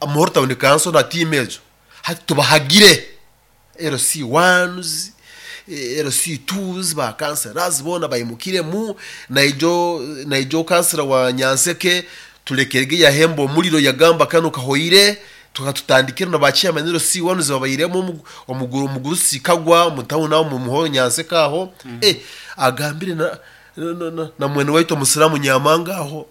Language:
Nyoro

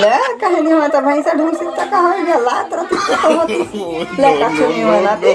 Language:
Chhattisgarhi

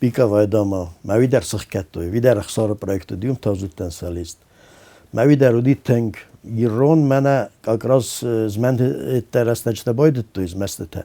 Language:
Ossetic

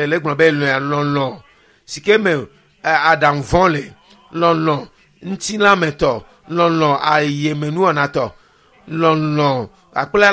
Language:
Ewe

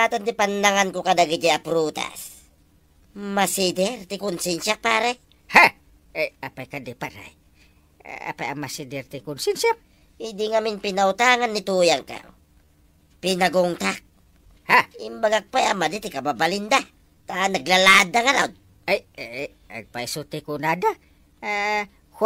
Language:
Iloko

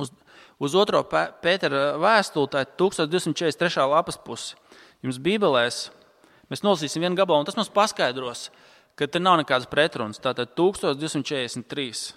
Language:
Latvian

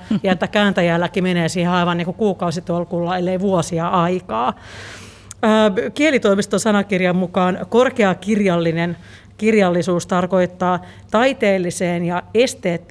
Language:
Finnish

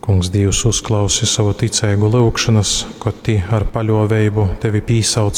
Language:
Latgalian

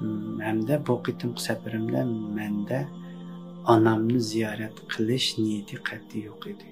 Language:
Uyghur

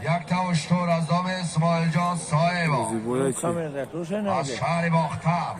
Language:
Tajik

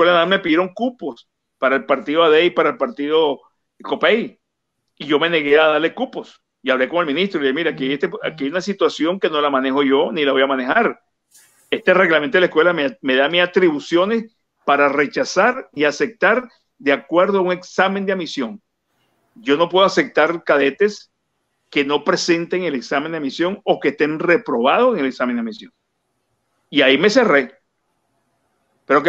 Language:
Spanish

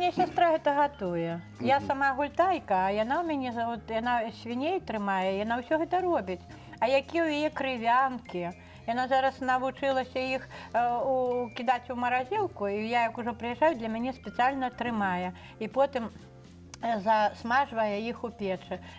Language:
Belarusian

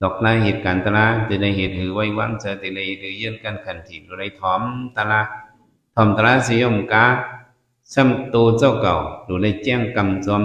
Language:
Shan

